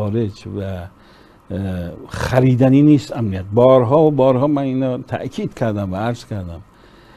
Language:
Persian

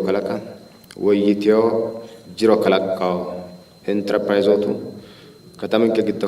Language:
Sidamo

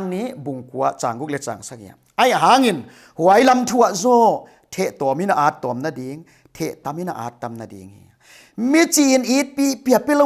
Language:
Paite Chin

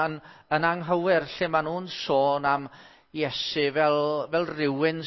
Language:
Welsh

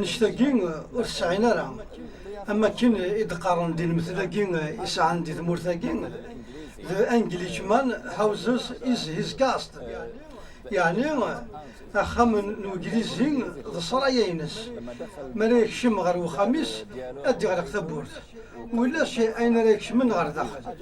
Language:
Kabyle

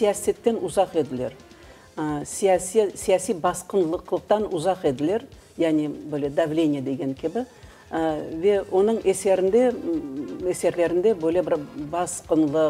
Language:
Crimean Tatar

